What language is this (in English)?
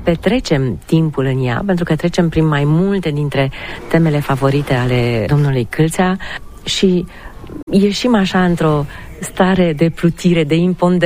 Romanian